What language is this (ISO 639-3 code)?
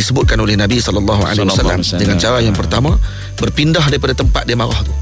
msa